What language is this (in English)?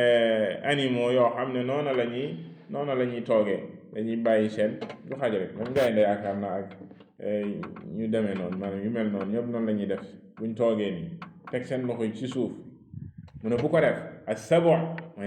Wolof